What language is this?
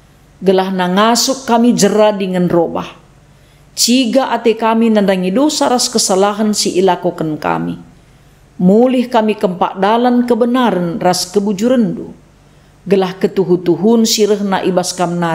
Batak Karo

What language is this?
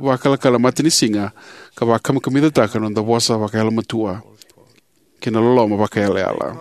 Fijian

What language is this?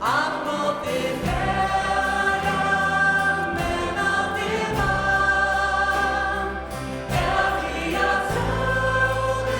Faroese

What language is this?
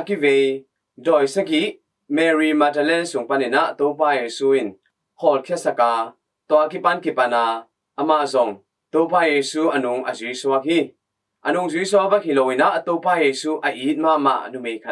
Tedim Chin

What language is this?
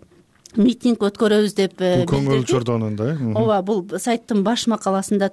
Kyrgyz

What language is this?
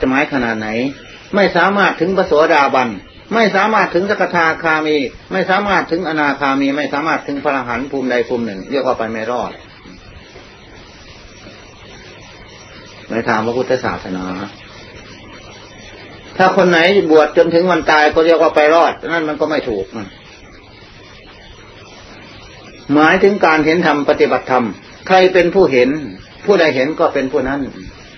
Thai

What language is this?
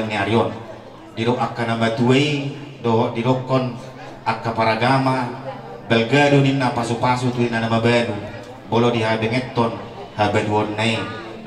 Batak Toba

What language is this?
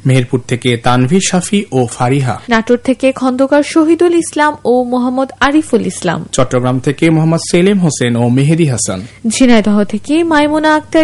Bangla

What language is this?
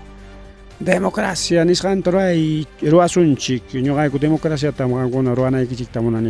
Ayacucho Quechua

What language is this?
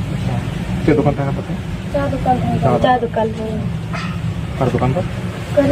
Santali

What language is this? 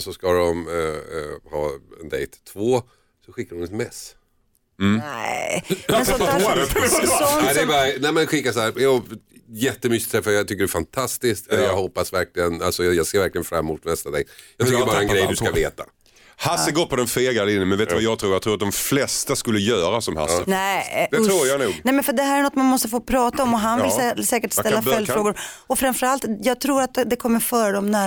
Swedish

